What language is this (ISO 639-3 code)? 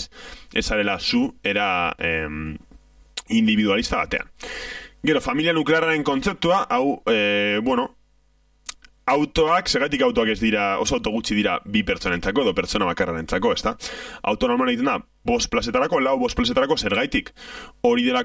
eus